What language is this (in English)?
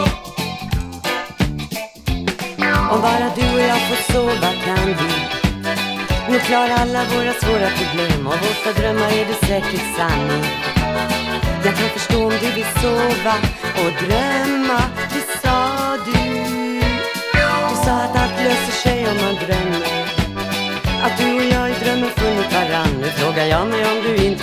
Swedish